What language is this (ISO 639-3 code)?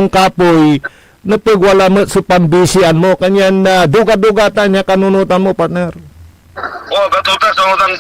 pag